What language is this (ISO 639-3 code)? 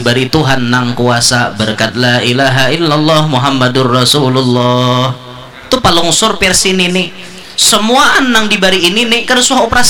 bjn